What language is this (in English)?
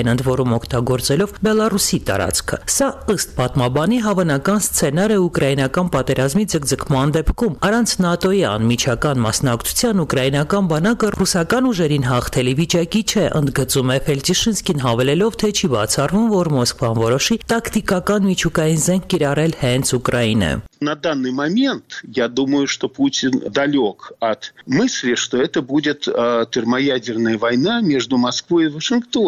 Armenian